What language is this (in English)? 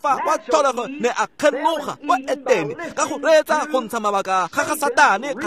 Tswana